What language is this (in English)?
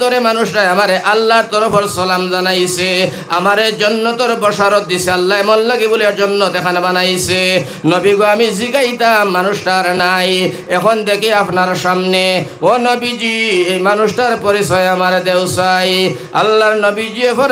Sylheti